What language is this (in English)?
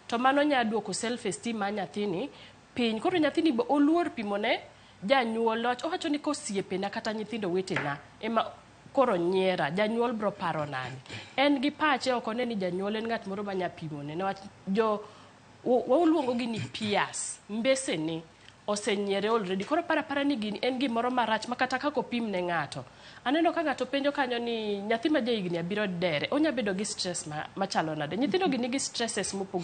Luo (Kenya and Tanzania)